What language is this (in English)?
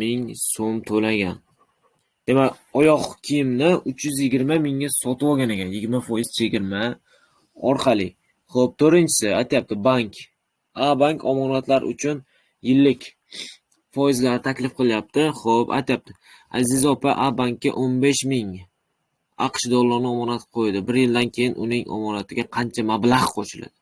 Uzbek